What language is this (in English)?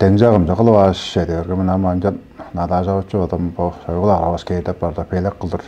Tuvinian